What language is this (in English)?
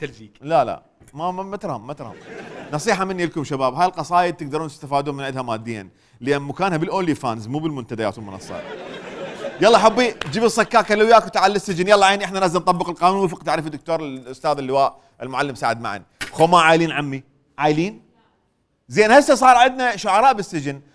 Mesopotamian Arabic